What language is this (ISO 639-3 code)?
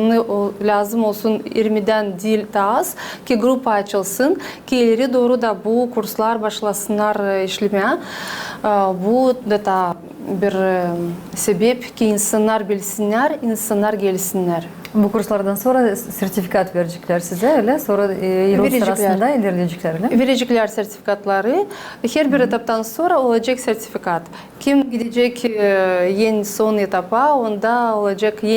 gag